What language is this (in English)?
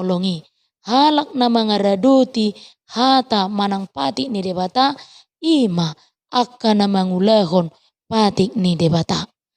Batak Toba